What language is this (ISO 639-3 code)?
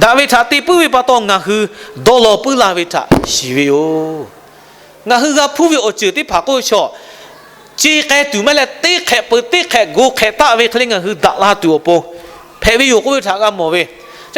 lhu